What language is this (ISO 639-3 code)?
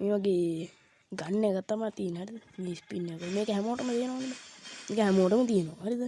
sin